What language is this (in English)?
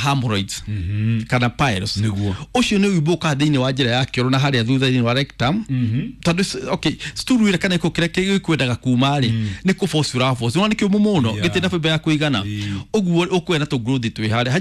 Kikuyu